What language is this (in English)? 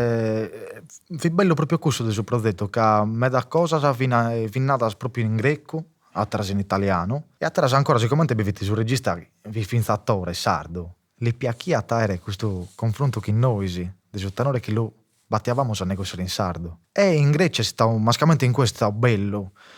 Sardinian